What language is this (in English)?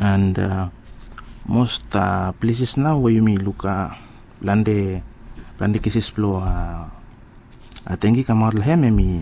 Bislama